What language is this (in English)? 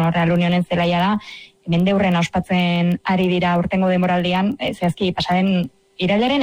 Basque